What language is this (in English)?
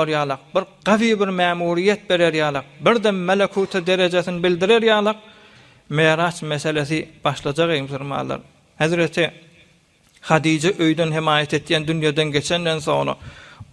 Turkmen